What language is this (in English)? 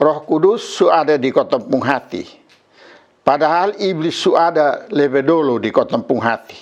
Kupang Malay